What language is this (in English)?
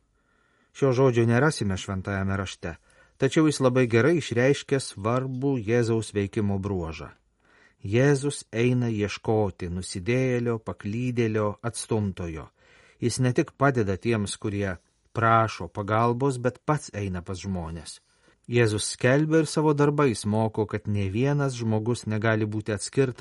Lithuanian